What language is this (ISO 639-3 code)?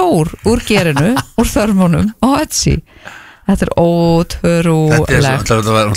isl